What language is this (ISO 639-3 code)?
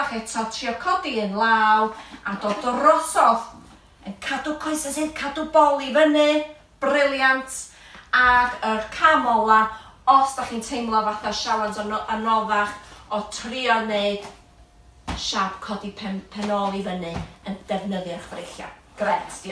cym